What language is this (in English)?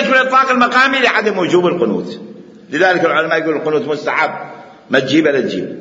Mesopotamian Arabic